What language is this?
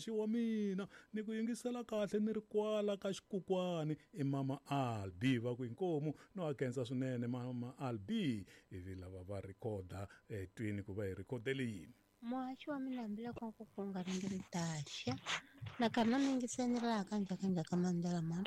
Tsonga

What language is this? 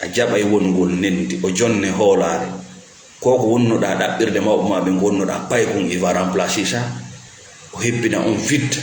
Fula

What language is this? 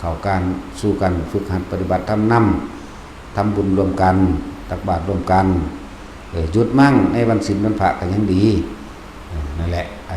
Lao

